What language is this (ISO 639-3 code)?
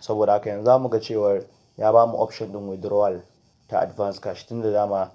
hau